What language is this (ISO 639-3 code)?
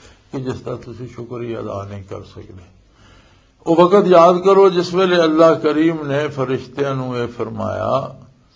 lah